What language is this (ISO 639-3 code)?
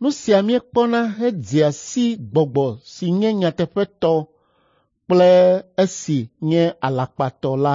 ewe